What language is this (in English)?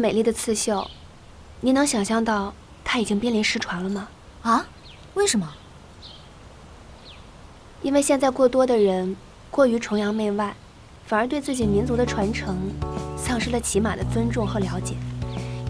Chinese